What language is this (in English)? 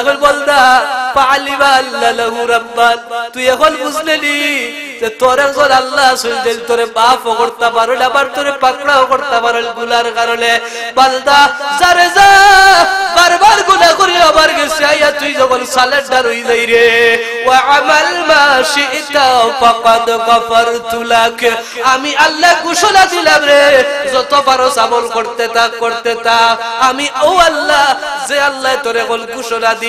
Sylheti